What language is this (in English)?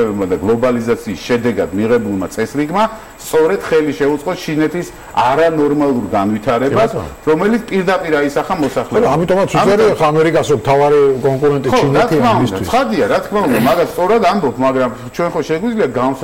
Georgian